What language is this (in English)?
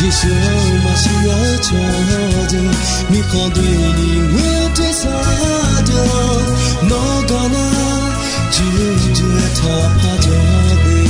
Akha